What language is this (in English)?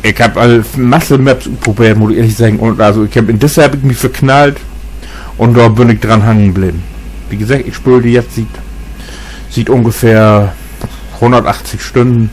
Low German